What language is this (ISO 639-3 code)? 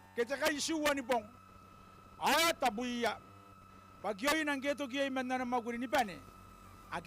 gil